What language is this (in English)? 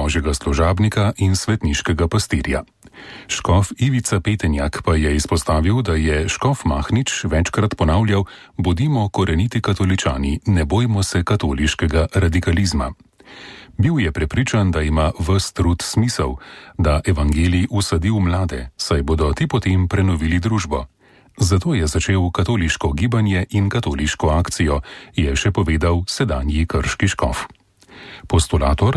Slovenian